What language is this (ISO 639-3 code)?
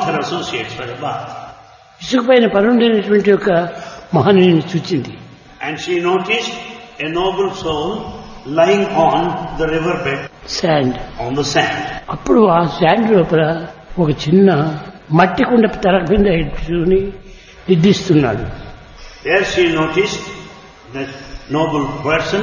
tel